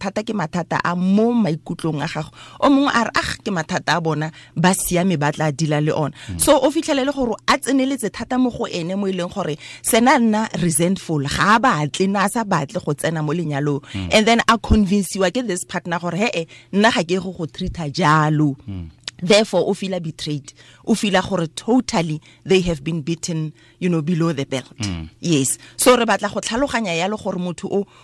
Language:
Tswana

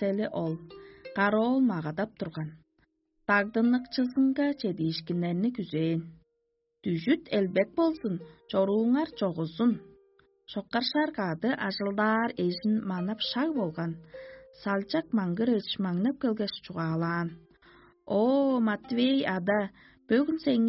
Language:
Tuvinian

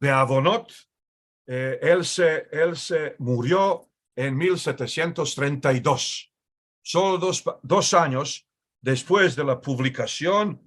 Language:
Ladino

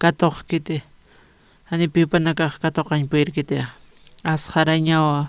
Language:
Aymara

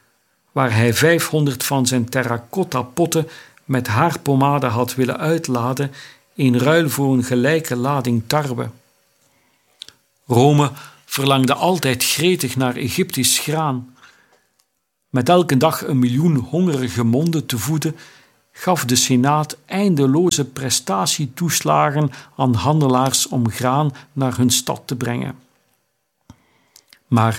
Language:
Dutch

